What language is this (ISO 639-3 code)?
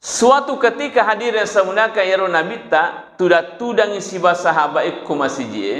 bug